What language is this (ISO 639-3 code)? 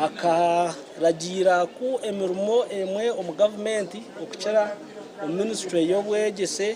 nyn